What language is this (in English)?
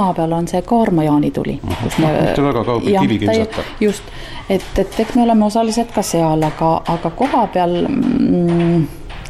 Estonian